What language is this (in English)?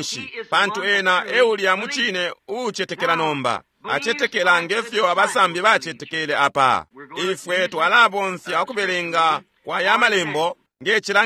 Bemba